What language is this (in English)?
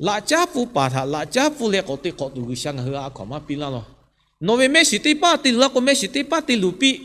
Lahu